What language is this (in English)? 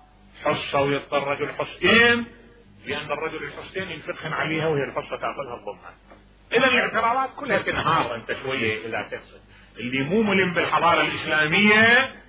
Mesopotamian Arabic